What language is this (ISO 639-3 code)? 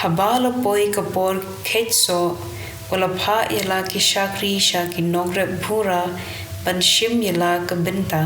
kha